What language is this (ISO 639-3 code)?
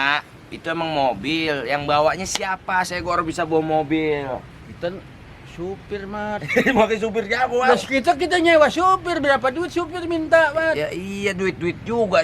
bew